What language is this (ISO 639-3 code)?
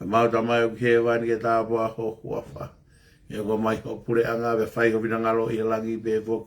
ton